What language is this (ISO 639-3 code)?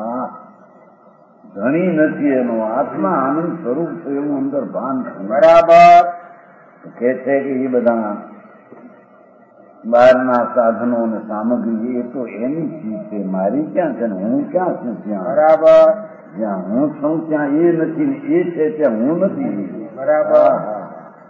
guj